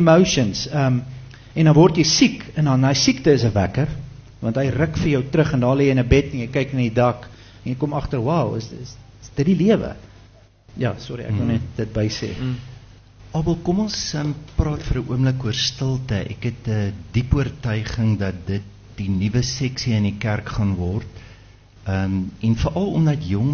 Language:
Afrikaans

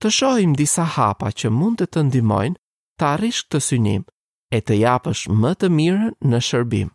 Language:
Albanian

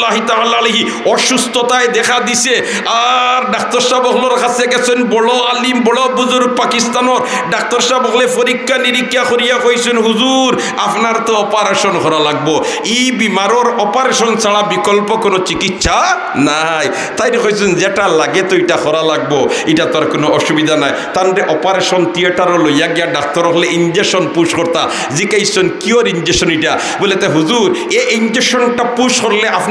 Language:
Sylheti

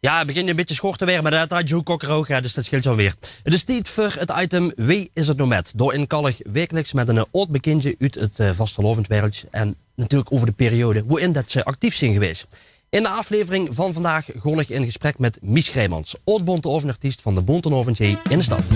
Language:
Limburgish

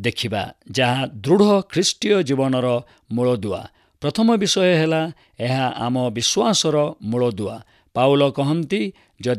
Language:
Odia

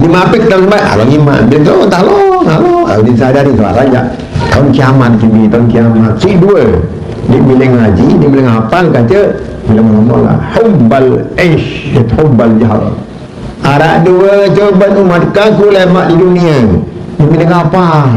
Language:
Sasak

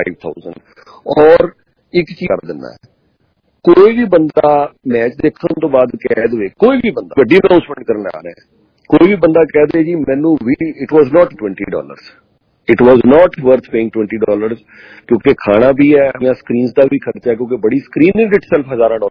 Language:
Punjabi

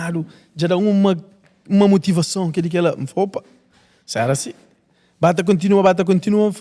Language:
Kabuverdianu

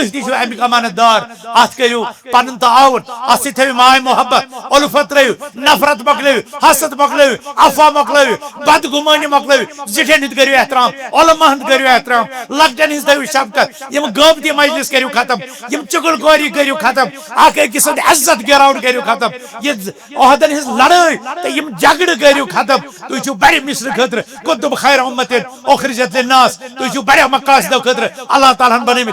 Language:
Kashmiri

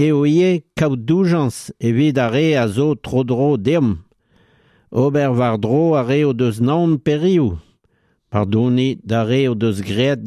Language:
Breton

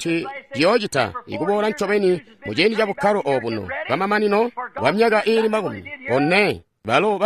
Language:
Tonga (Zambia)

